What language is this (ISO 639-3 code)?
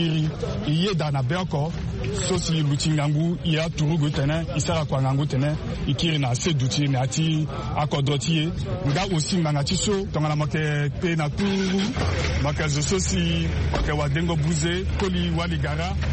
sag